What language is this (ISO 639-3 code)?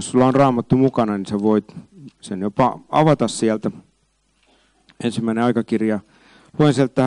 fin